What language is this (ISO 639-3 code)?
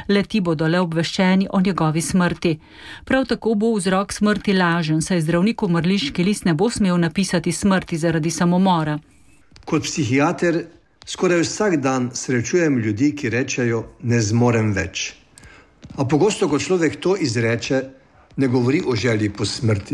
slv